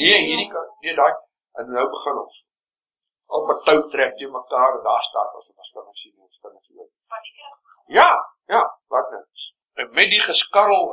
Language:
Afrikaans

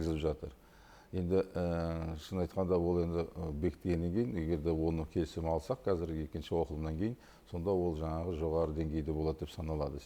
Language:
Kazakh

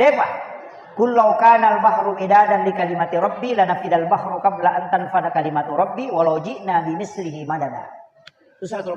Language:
Buginese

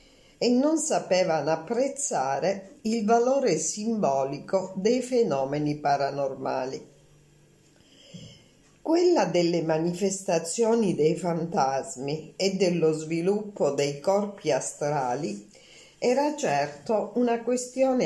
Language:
Italian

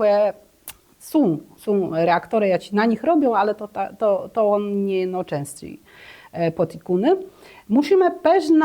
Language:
Kashubian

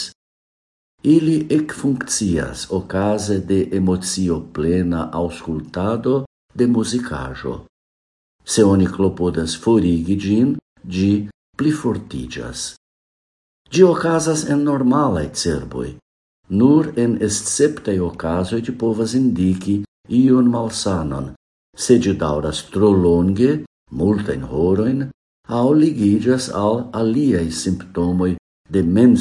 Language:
Esperanto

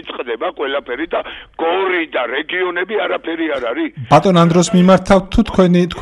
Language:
Georgian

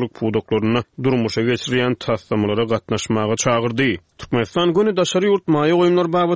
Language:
Turkmen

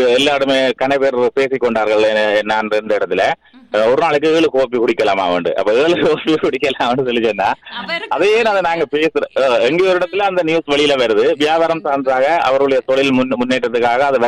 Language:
Tamil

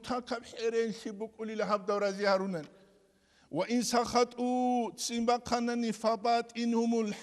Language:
Avaric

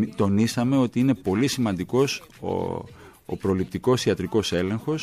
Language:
Greek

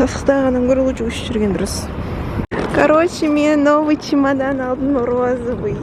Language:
Kazakh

